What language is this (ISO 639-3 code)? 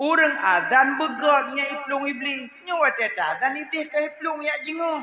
ace